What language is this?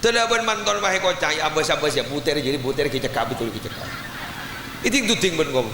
Madurese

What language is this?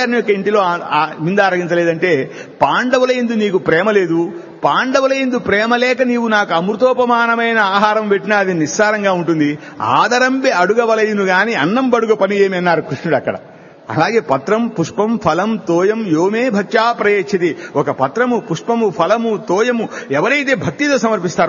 Telugu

